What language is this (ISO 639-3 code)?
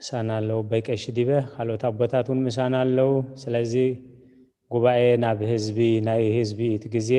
tir